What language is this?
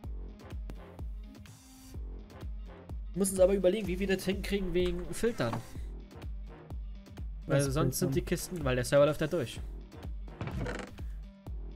German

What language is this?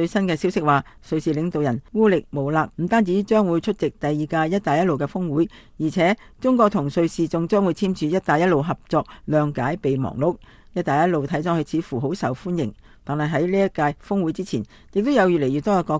Cantonese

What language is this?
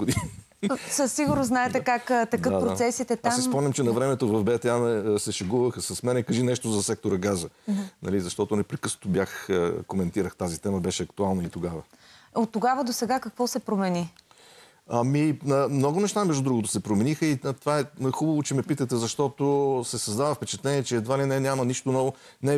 Bulgarian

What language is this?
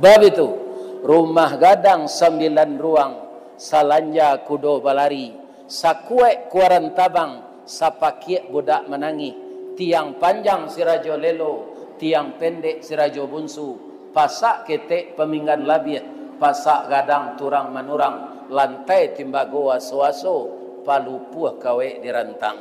Minangkabau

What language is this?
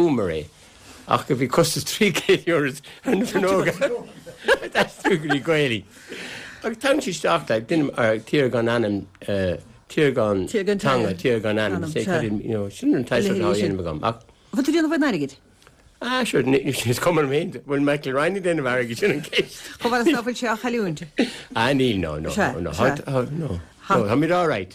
Irish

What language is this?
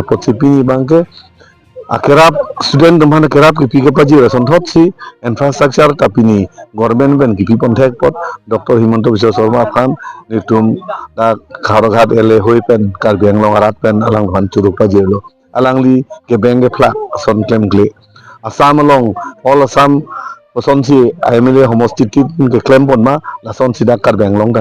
Karbi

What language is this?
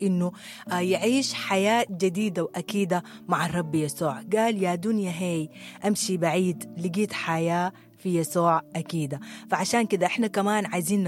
Sudanese Arabic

